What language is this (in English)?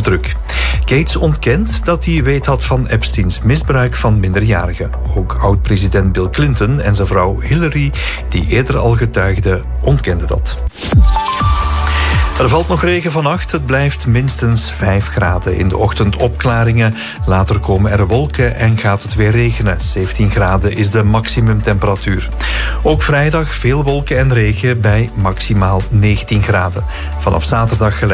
Dutch